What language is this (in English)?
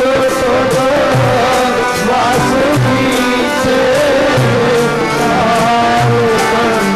Punjabi